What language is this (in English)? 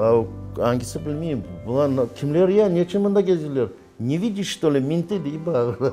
Crimean Tatar